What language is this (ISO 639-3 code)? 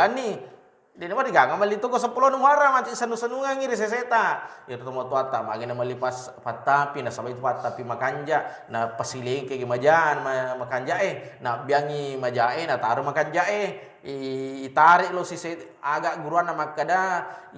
bug